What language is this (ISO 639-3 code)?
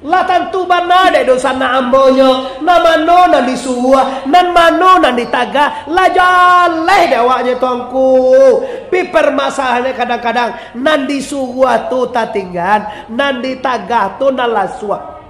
min